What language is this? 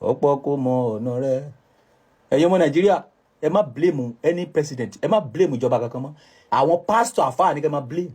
Yoruba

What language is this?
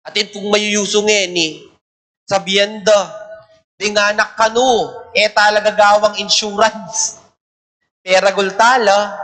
Pampanga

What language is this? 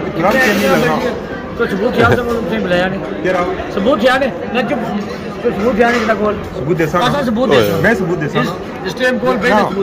Pahari-Potwari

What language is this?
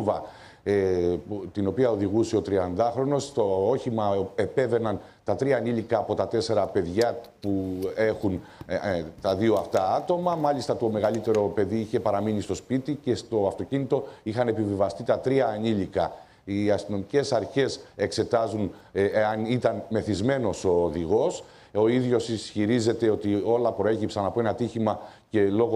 Greek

